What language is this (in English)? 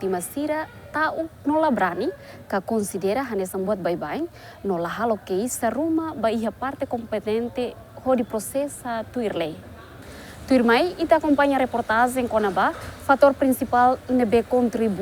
Tetum